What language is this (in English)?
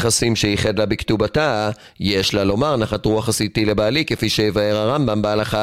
Hebrew